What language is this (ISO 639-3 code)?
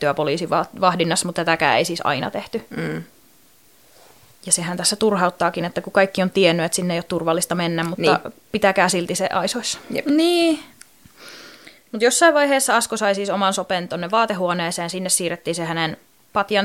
fin